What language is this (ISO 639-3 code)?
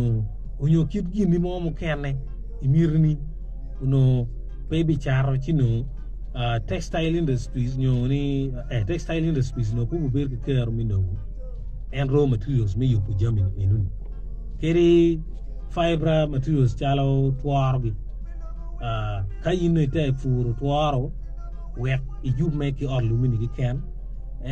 ach